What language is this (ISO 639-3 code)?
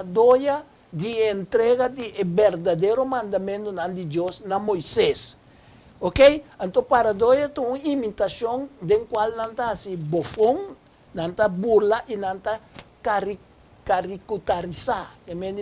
pap